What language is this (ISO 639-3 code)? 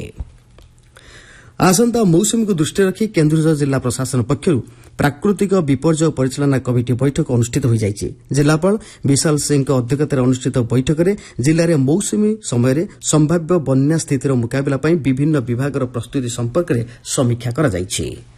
ori